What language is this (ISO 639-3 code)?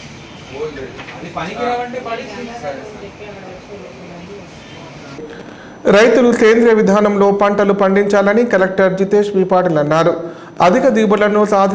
tel